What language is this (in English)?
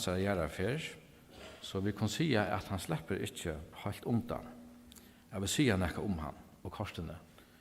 Faroese